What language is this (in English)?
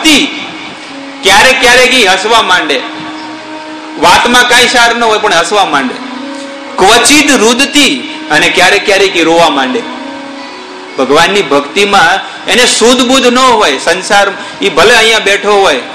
Gujarati